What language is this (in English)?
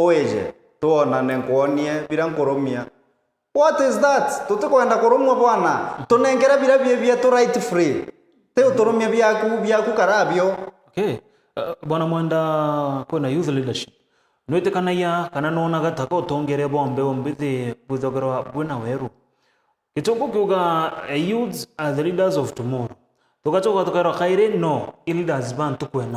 Meru